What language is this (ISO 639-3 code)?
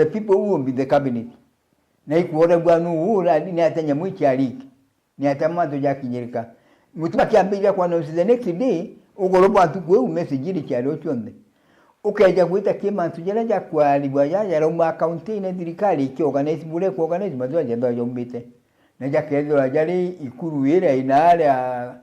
mer